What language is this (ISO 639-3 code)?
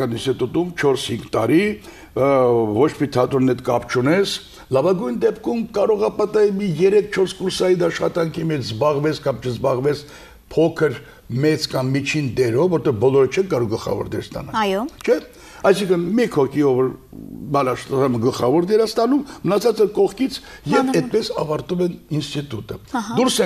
hye